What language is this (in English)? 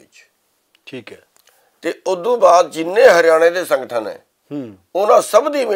Punjabi